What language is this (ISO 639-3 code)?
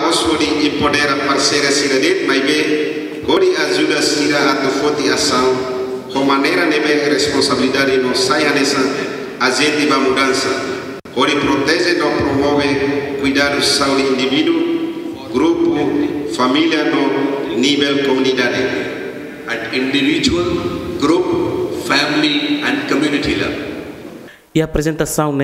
tet